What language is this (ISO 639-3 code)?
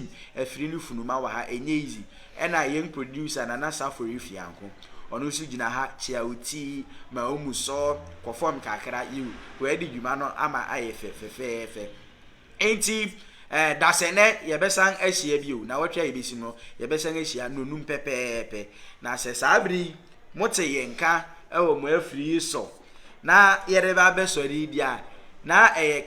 aka